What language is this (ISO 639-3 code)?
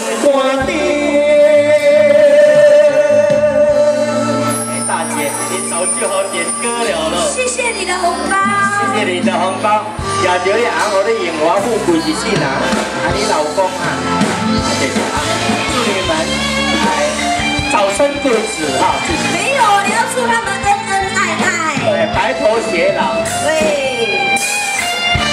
zho